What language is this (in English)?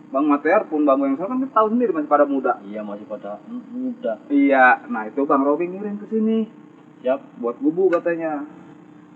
Betawi